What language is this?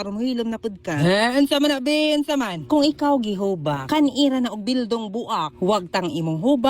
Cebuano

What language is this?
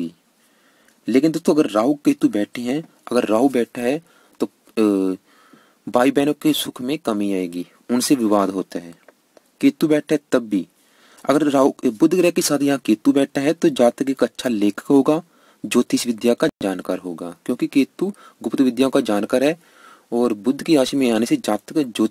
Hindi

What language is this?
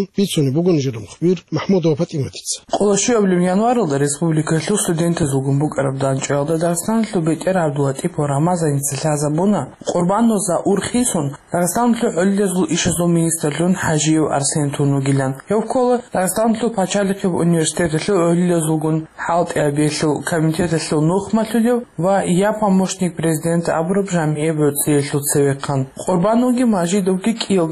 Avaric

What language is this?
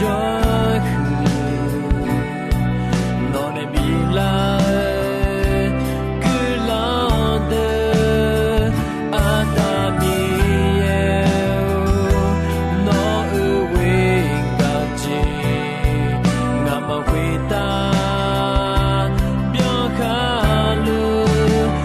Akha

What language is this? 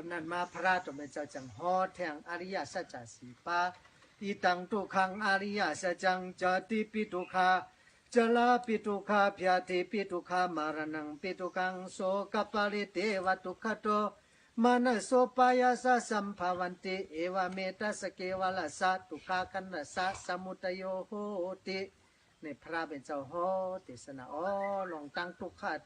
Shan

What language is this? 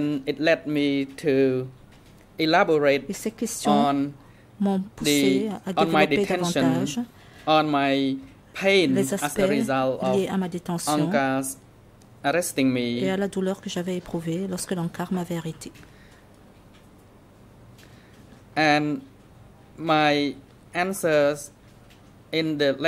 French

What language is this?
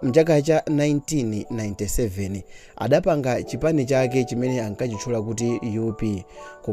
Nyanja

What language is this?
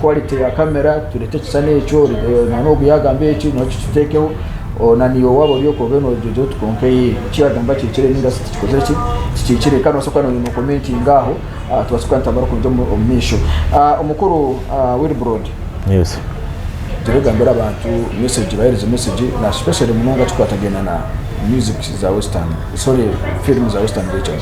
Nyankole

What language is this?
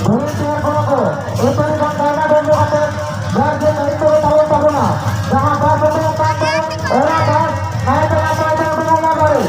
Santali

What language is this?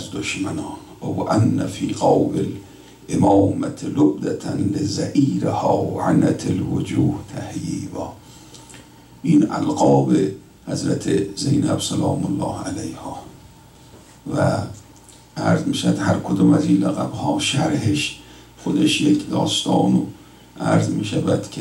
Persian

